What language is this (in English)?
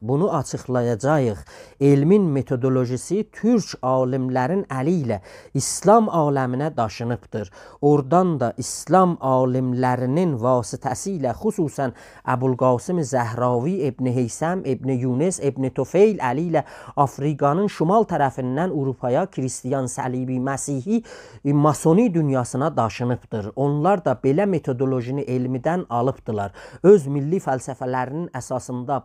South Azerbaijani